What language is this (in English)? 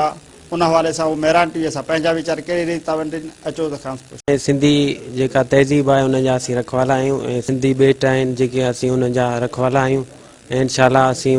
Sindhi